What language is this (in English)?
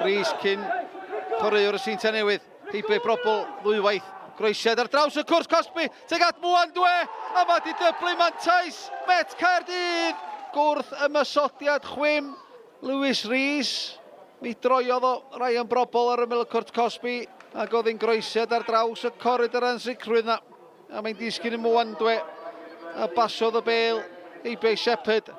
Welsh